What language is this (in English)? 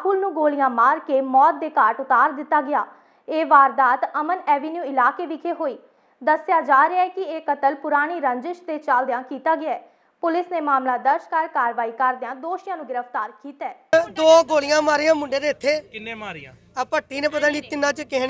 Punjabi